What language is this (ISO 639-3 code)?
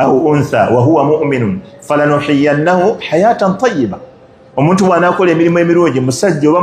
lug